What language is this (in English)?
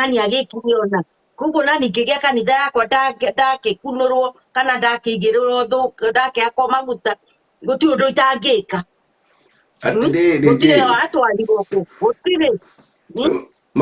Kikuyu